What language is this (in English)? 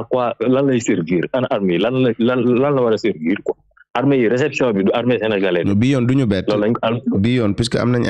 Wolof